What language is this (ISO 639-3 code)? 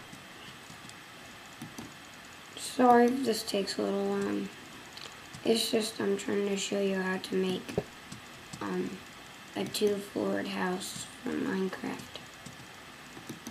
eng